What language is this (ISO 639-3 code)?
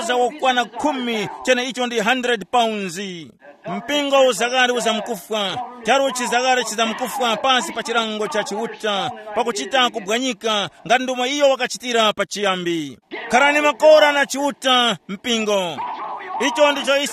tum